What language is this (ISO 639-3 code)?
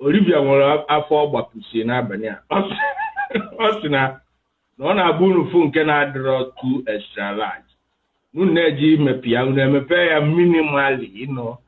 ibo